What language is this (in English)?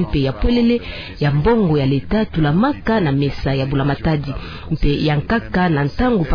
Kituba (Democratic Republic of Congo)